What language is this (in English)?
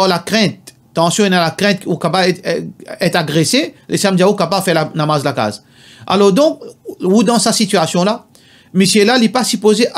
Morisyen